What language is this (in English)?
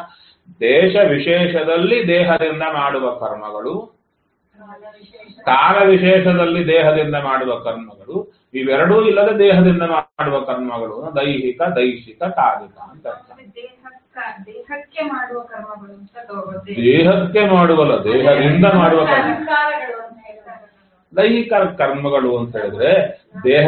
Kannada